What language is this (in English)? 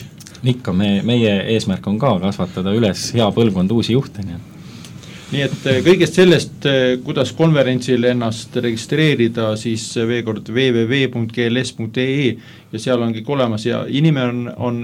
Estonian